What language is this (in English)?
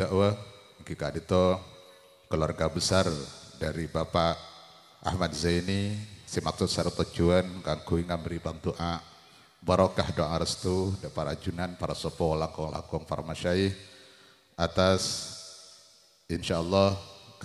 Madurese